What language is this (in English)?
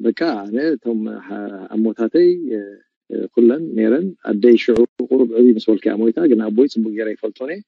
Tigrinya